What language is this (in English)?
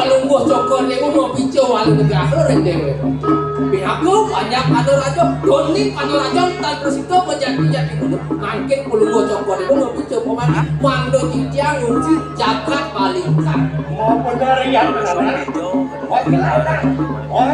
Balinese